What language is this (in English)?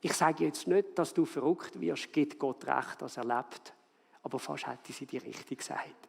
Swiss German